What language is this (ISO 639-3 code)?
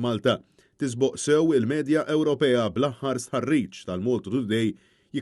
mlt